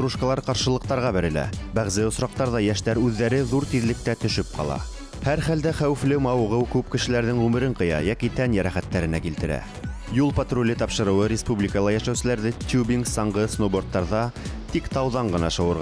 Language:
Bashkir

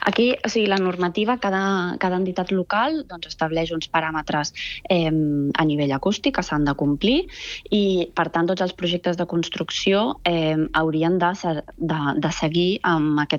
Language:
Catalan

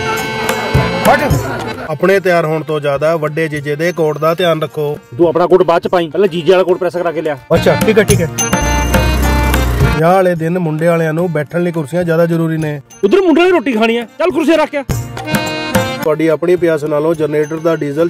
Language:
Punjabi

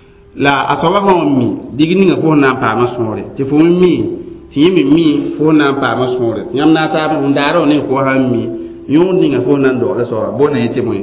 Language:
Mossi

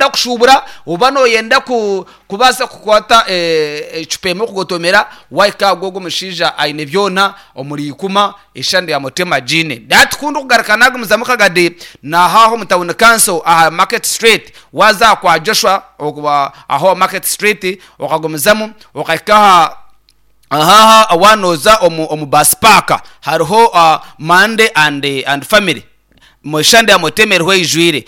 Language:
Nyankole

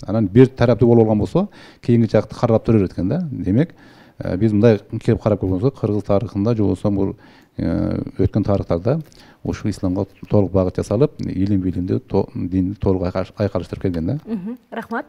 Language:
Kyrgyz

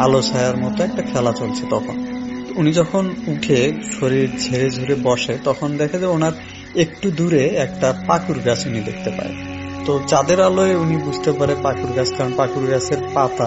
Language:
Bangla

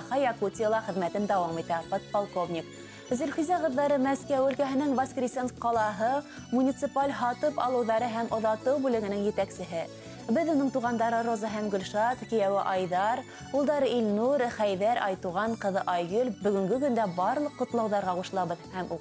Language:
Bashkir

